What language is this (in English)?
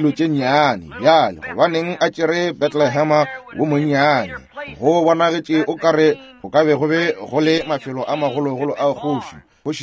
Northern Sotho